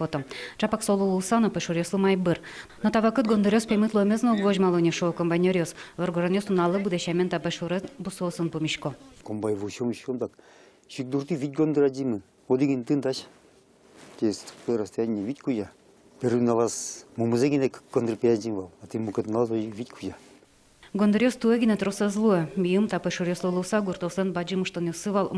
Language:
Udmurt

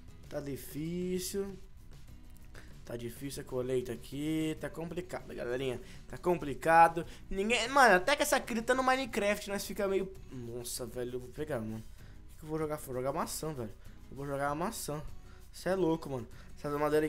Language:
Portuguese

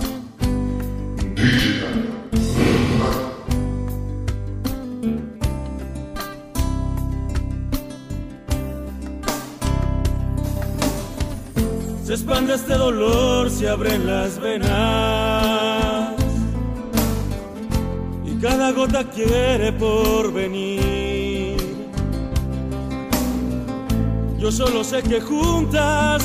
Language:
Spanish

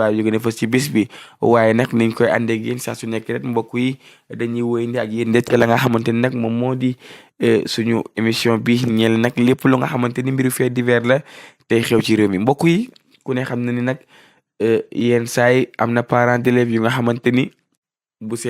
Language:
Wolof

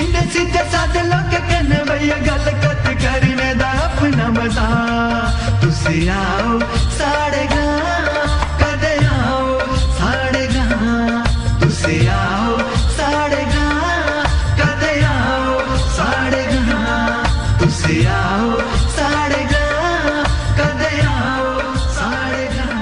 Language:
Dogri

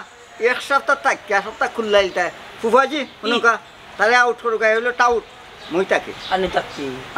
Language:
Sylheti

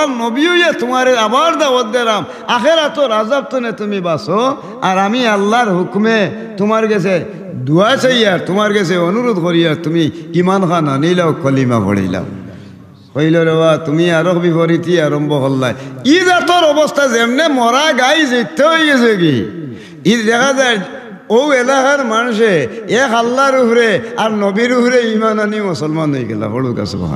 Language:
Sylheti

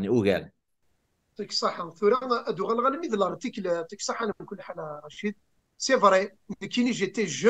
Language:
Kabyle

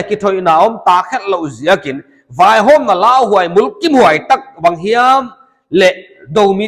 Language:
Paite Chin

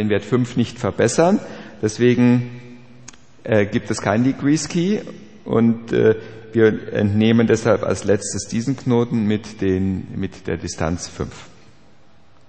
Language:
German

